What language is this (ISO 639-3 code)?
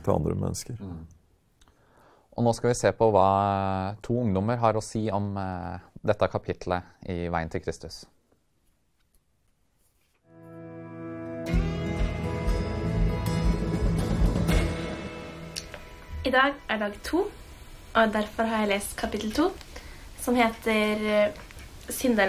nor